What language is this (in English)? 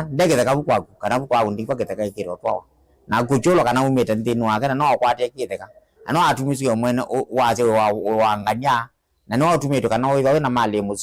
Kamba